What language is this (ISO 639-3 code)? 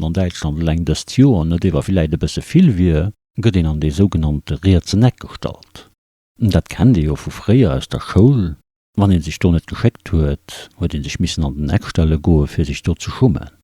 ltz